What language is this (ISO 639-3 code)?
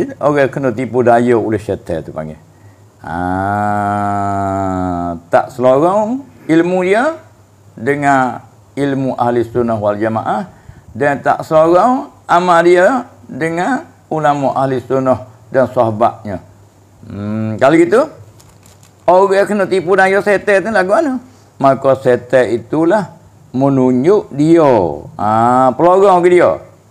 msa